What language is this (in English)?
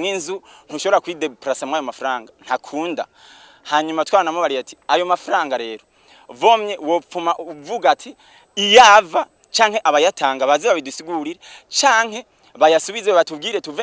Rundi